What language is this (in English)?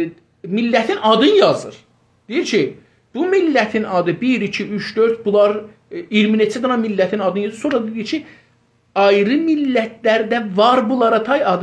South Azerbaijani